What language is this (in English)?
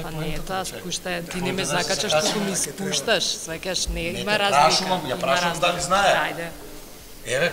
Macedonian